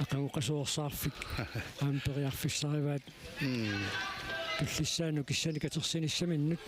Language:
Kalaallisut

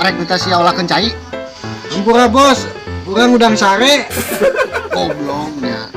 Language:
Betawi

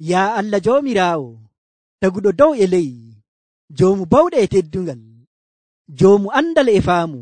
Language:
Nigerian Fulfulde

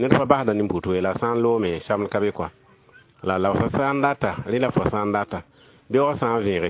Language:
Mossi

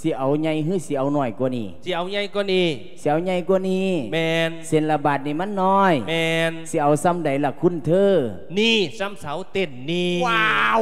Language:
Lao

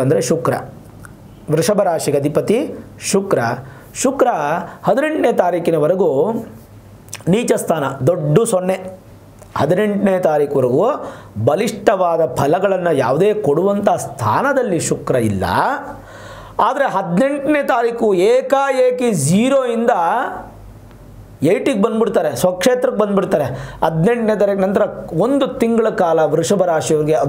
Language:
Kannada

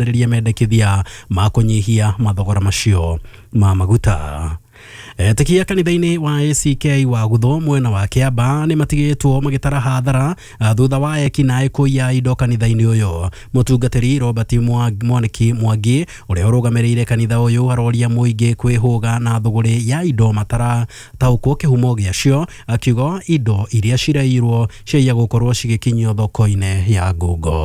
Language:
Kikuyu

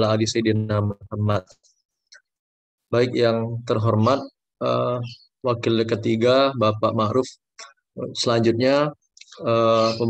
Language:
Indonesian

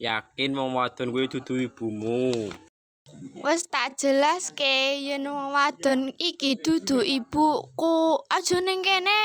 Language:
Javanese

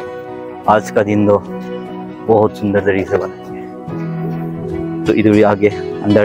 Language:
Tangkhul Naga (India)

